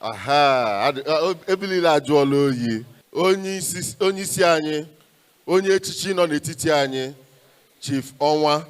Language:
Igbo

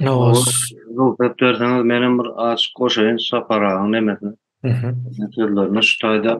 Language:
Turkmen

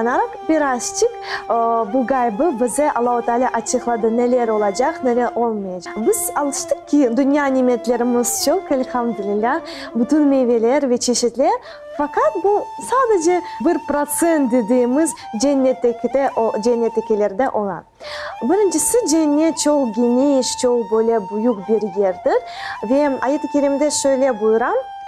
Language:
Crimean Tatar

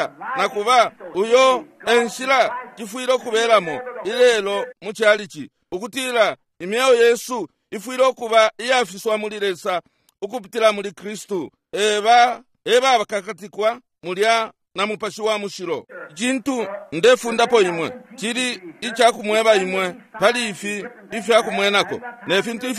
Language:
Bemba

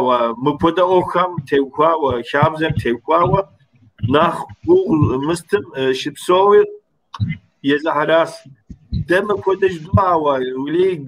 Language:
Kabardian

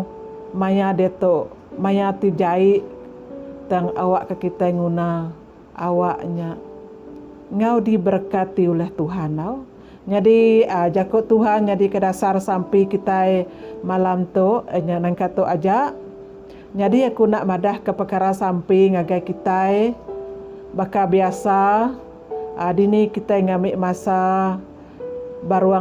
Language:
Iban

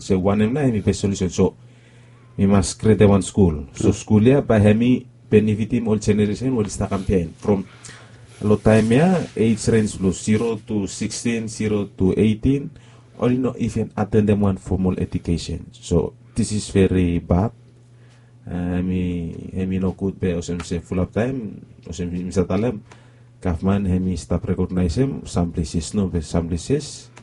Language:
Bislama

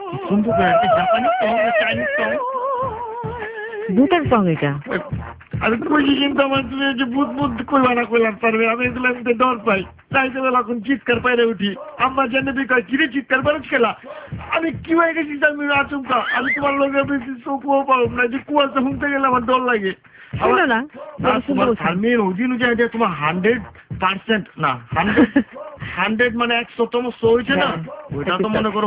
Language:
Bangla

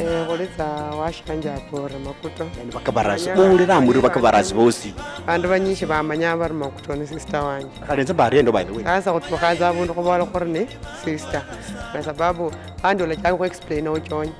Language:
Luyia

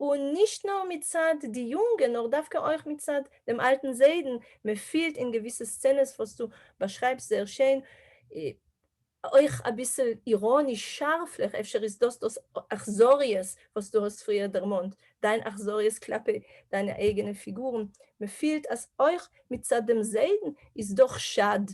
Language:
Yiddish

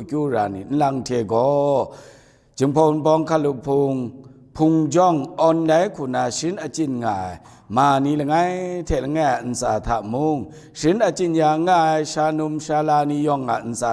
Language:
Kachin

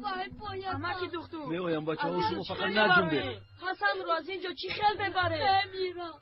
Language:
Tajik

